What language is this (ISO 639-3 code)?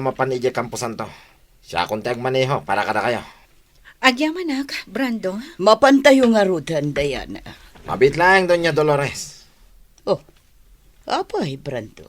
ilo